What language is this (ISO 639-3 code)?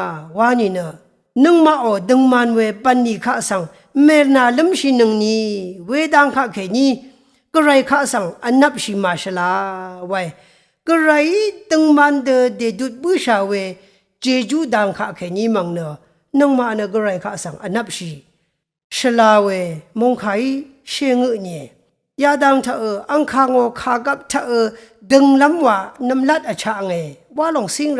raw